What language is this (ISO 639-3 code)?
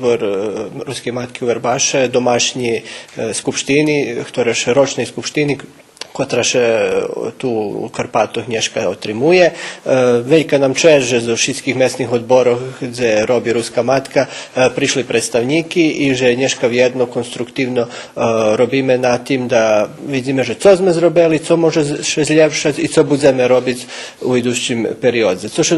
rue